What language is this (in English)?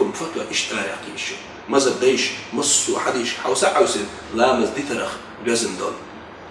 Chechen